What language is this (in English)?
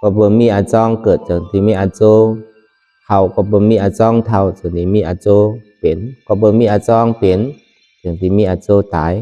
Shan